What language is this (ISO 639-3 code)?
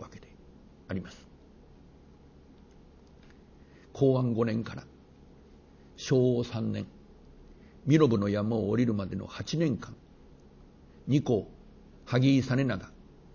jpn